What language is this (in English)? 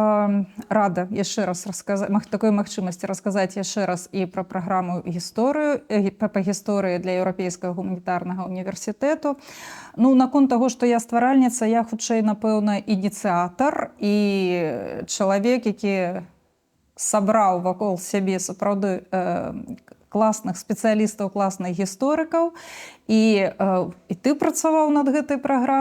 Belarusian